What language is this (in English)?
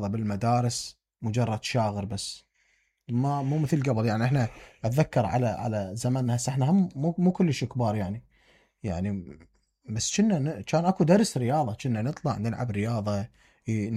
Mesopotamian Arabic